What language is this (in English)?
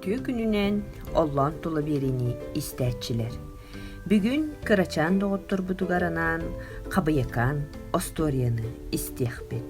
Yakut